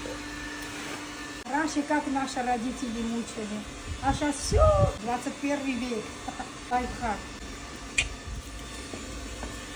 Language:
Russian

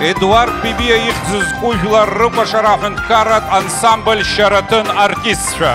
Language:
Abkhazian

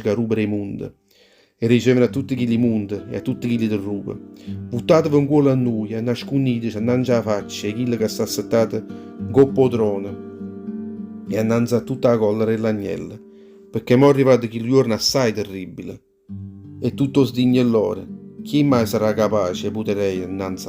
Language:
Neapolitan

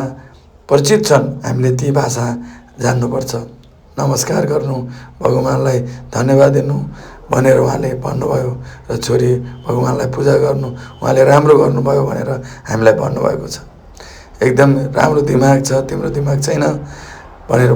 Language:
Nepali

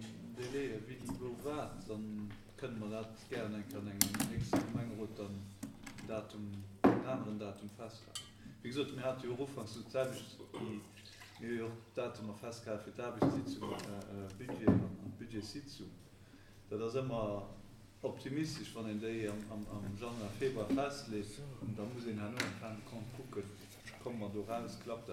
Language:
Luxembourgish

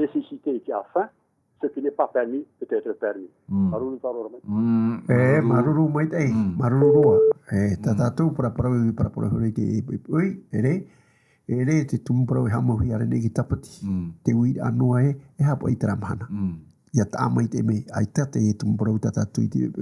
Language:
Tahitian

